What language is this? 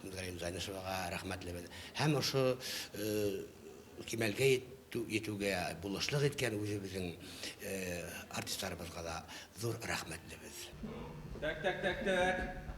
Bashkir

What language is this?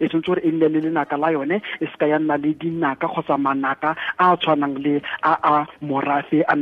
Tswana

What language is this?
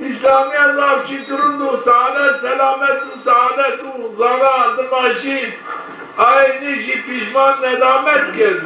Zaza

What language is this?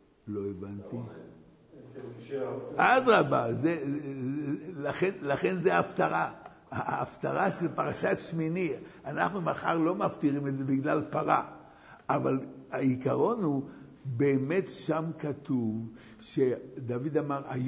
Hebrew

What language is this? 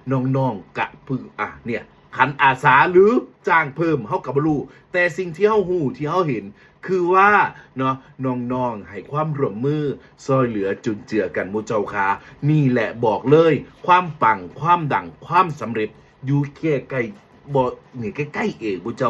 Northeastern Thai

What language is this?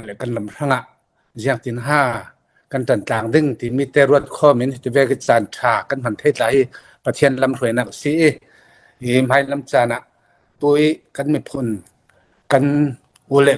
Falam Chin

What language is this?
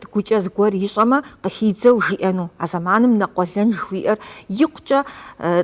Kabardian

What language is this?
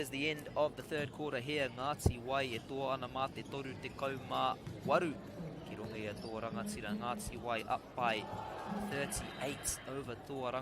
Māori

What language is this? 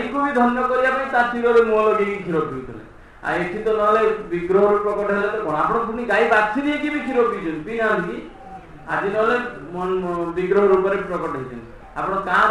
Odia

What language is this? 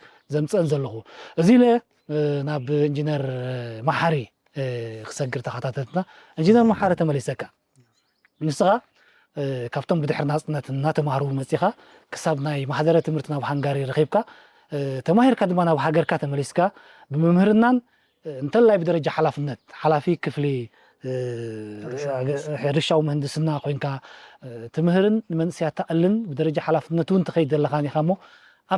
Tigrinya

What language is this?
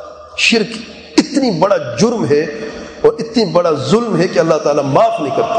Urdu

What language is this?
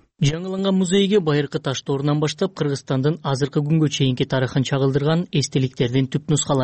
Kyrgyz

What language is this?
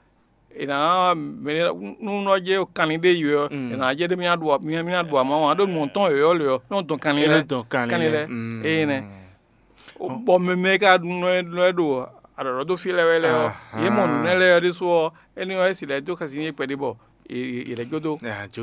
Fon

